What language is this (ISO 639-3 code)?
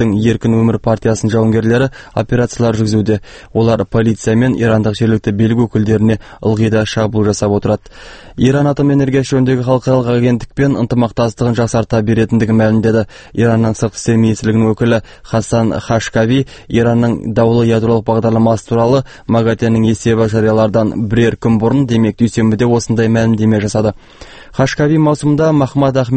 kaz